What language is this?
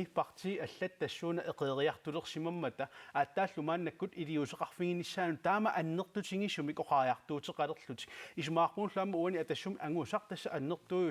Kalaallisut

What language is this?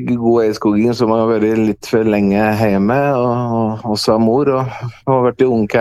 Norwegian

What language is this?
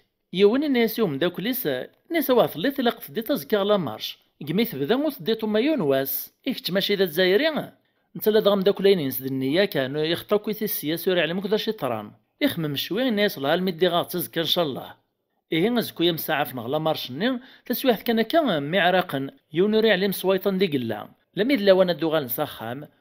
Kabyle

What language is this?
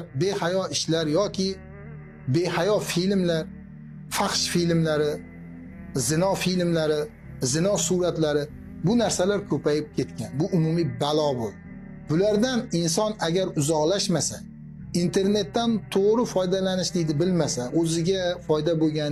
Uzbek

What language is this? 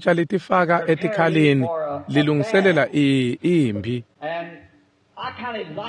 Swati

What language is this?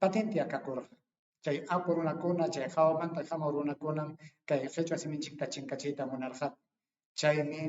Ayacucho Quechua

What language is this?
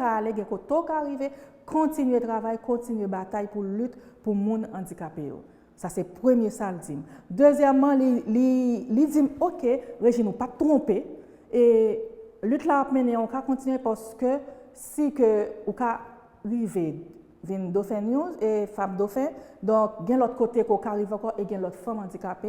Haitian Creole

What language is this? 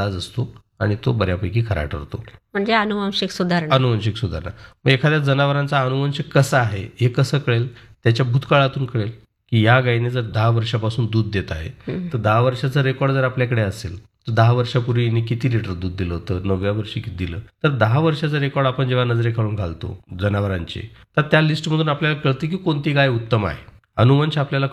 Marathi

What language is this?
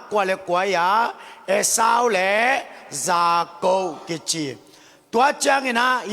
Tedim Chin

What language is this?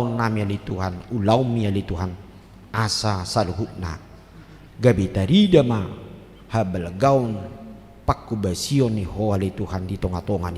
Batak Toba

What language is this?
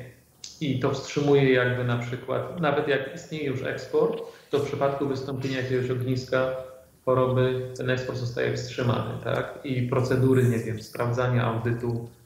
Polish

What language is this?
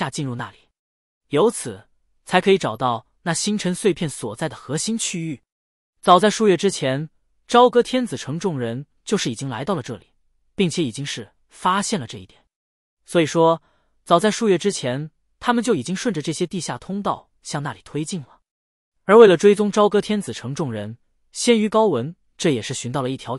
Chinese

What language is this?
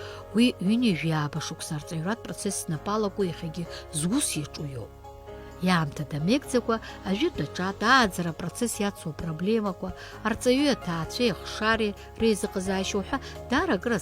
Abkhazian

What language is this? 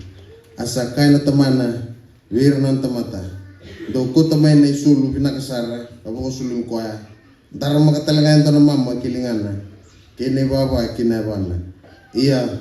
Fijian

